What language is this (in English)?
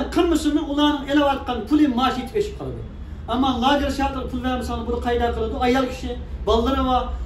Uyghur